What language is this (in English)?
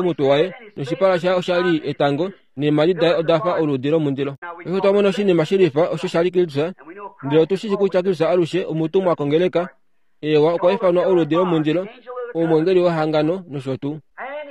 Kuanyama